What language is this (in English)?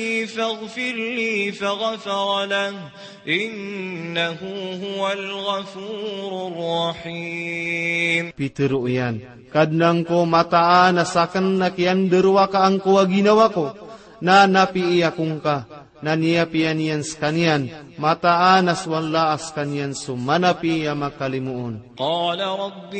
Maranao